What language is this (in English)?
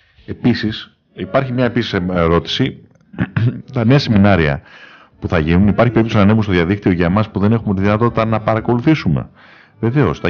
Greek